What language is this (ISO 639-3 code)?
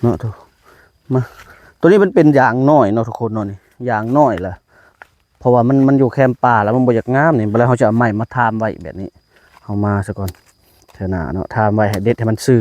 tts